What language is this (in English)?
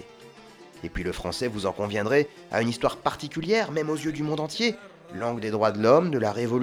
French